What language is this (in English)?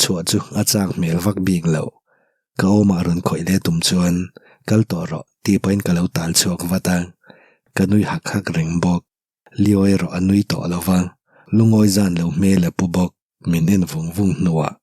Mizo